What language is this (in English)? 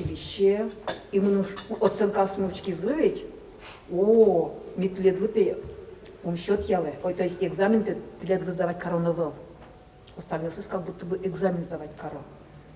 Udmurt